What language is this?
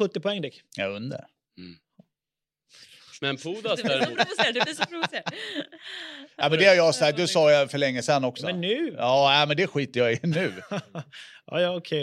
Swedish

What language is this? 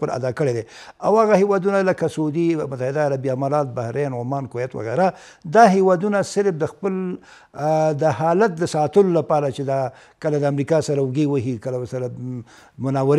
Pashto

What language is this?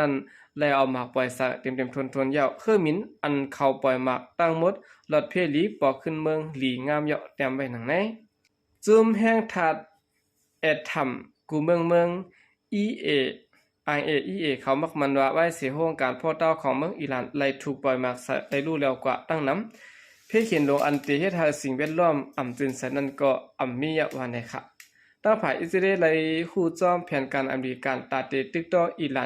Shan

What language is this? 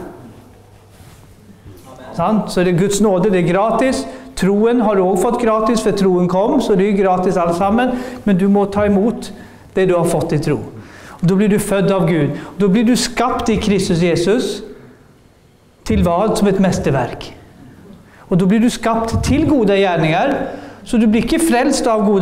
Norwegian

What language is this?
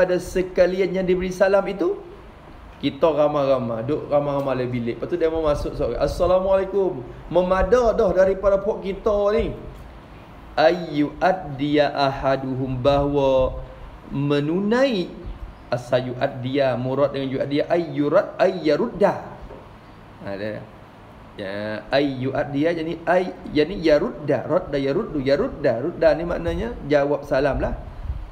Malay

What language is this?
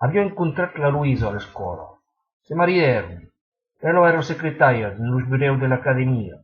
Occitan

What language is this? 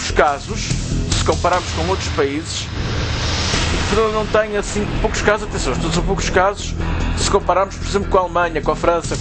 Portuguese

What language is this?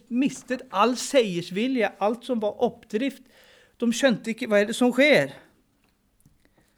Norwegian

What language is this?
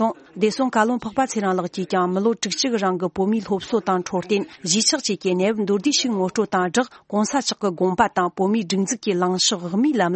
Tibetan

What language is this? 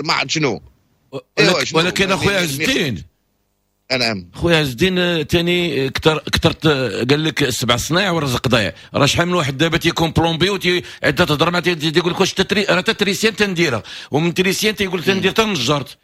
Moroccan Arabic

